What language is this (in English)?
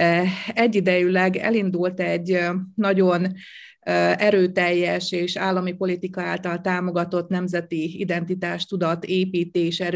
Hungarian